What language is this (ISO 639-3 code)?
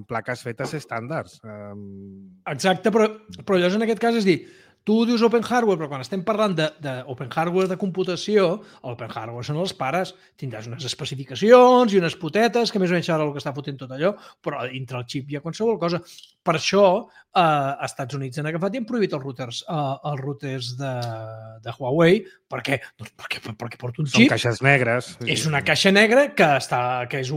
cat